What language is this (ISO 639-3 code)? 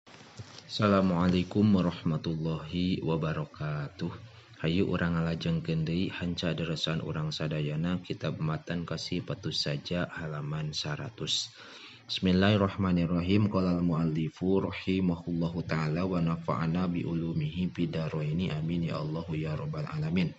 sun